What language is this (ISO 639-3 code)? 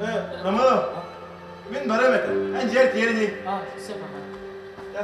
sah